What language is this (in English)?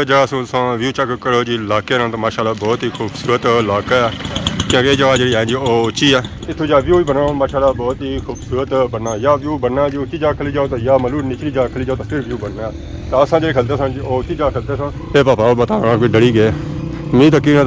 Pahari-Potwari